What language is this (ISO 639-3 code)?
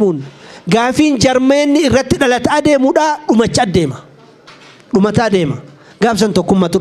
orm